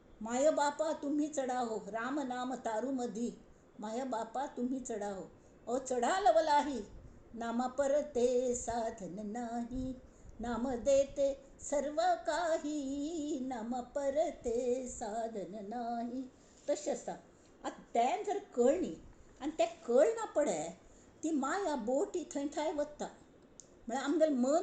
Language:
Konkani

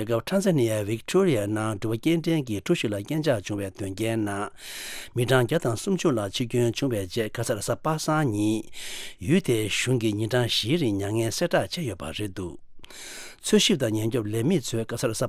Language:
Tibetan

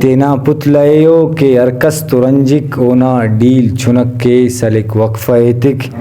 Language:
Brahui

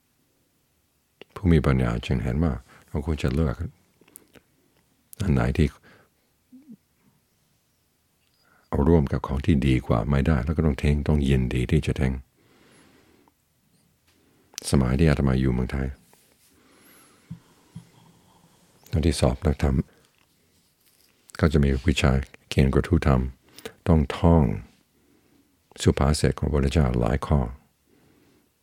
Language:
Thai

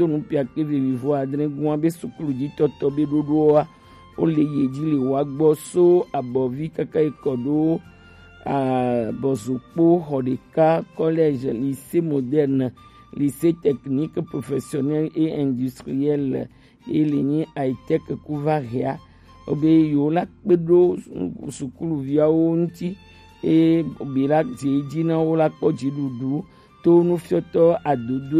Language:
Gen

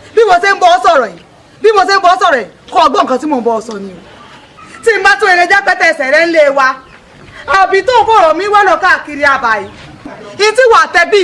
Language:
Yoruba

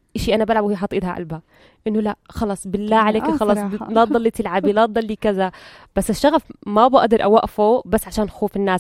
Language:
North Levantine Arabic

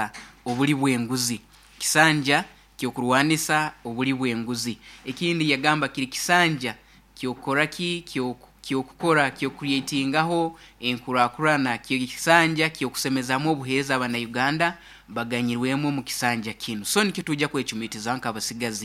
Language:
Nyoro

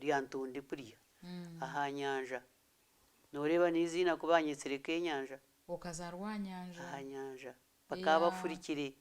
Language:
Nyankole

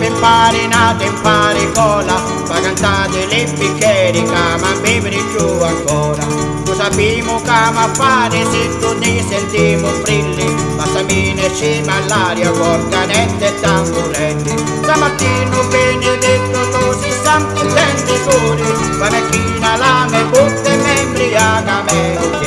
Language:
Sicilian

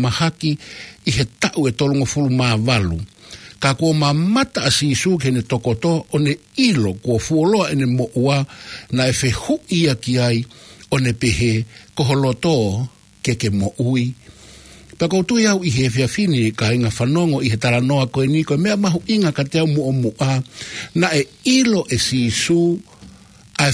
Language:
Tongan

